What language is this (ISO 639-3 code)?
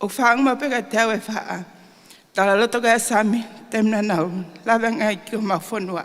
ton